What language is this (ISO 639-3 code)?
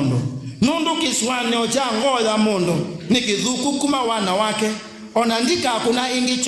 kam